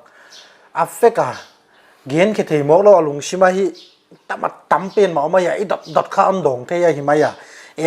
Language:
Paite Chin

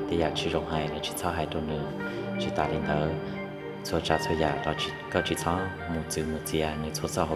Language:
Hmong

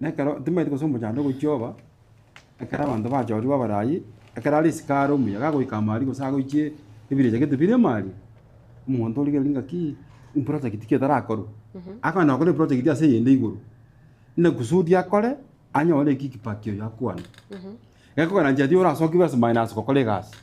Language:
Gusii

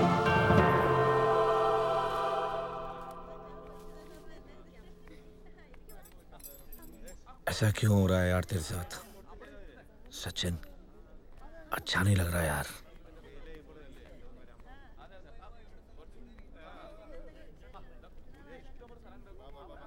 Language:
Hindi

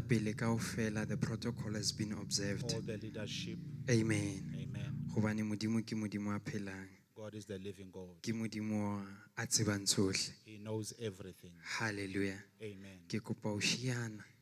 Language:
Southern Sotho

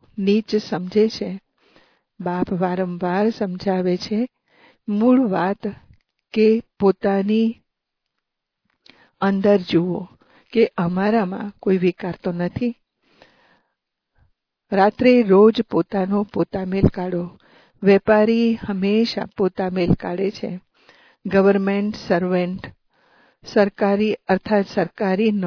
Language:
Gujarati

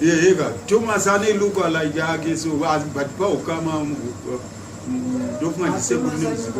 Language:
Shona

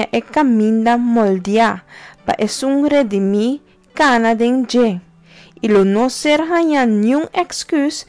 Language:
Papiamento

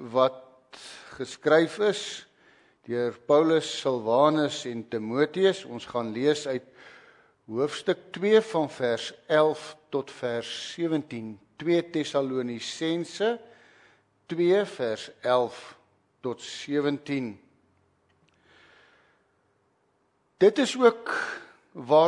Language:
Afrikaans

